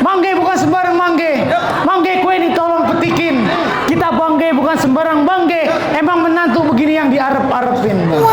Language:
Betawi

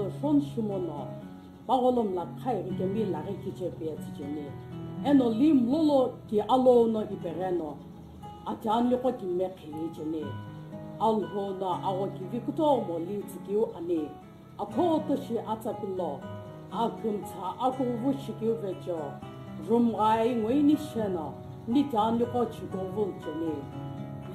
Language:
Sumi Naga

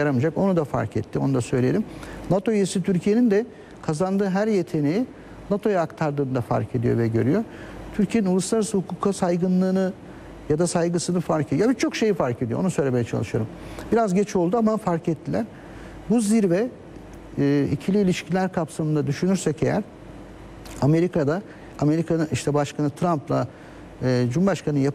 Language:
Turkish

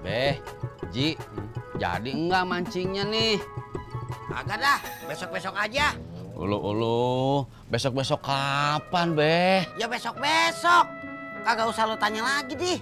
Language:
Betawi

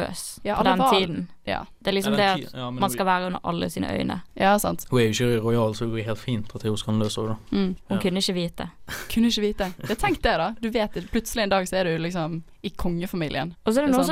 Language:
Norwegian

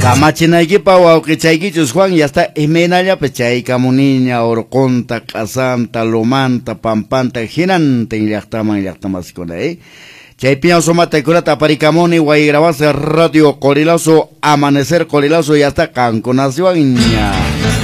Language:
Quechua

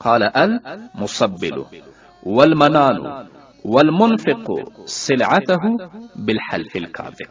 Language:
Pashto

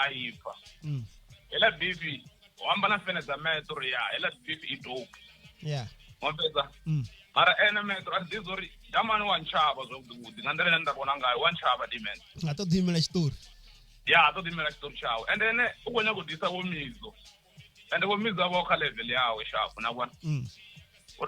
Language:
Venda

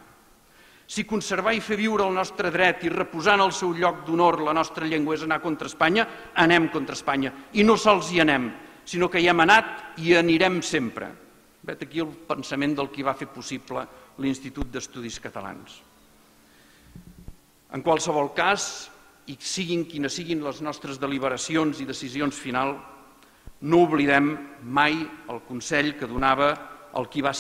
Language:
Catalan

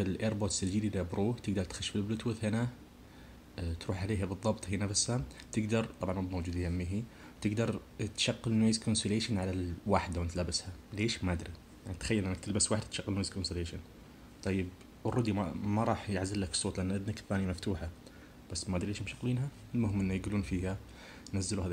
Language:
Najdi Arabic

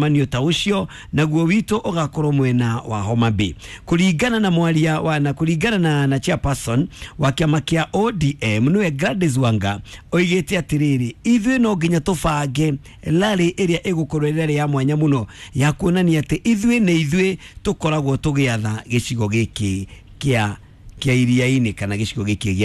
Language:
Kikuyu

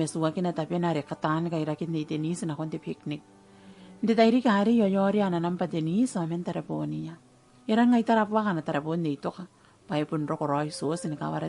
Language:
Gilbertese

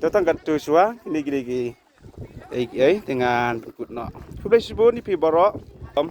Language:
Khasi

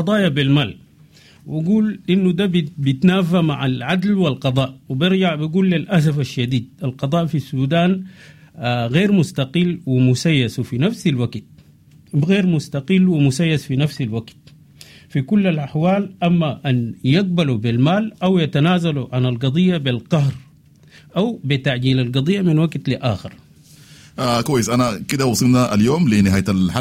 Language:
Sudanese Arabic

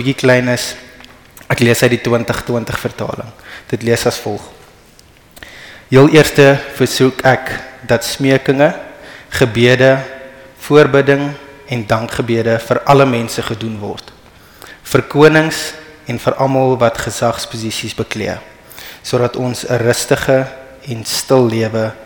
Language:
Afrikaans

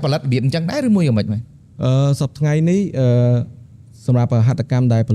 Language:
Khmer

